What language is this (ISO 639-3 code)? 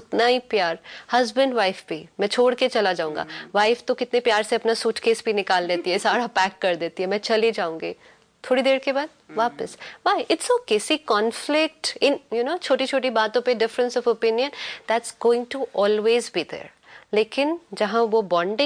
hin